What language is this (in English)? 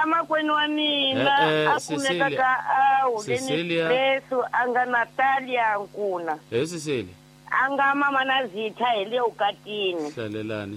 Tsonga